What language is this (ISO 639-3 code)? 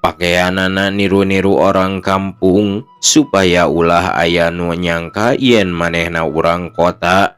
sun